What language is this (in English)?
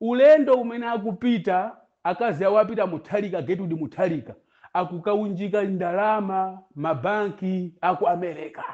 Nyanja